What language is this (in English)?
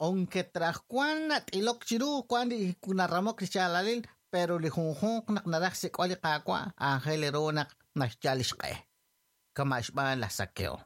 Kekchí